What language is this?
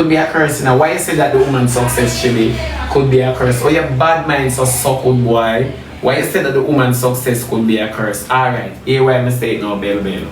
Jamaican Creole English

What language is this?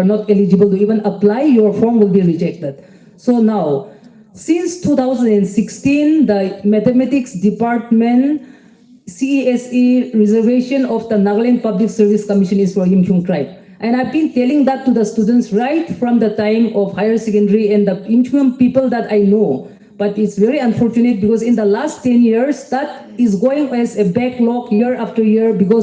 Yimchungru Naga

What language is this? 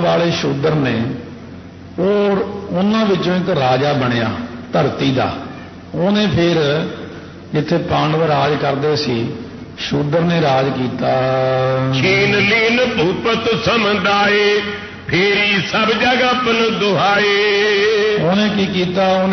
Punjabi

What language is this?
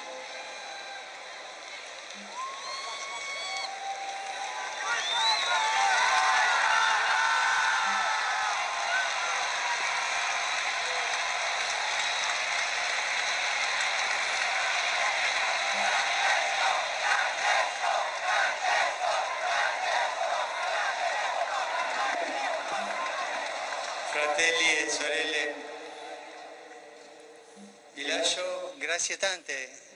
Italian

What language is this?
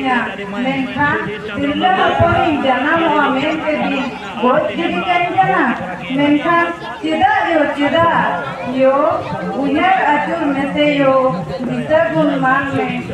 Santali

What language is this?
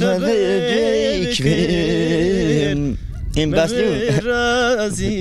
Zaza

